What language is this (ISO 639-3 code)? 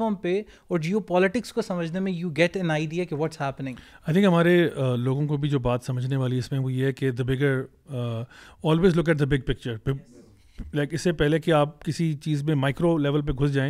urd